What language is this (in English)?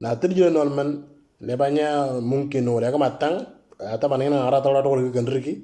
Moro